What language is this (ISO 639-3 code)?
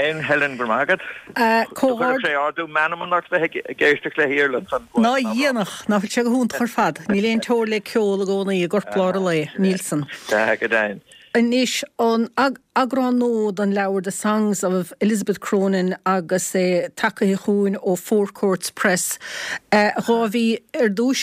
gle